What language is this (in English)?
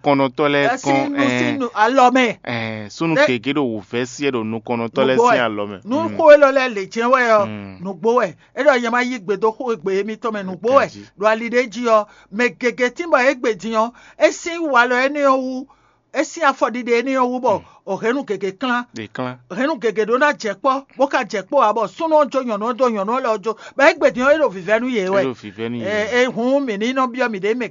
Fon